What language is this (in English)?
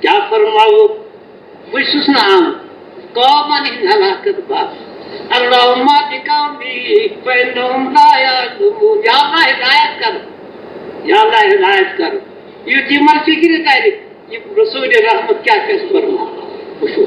Kashmiri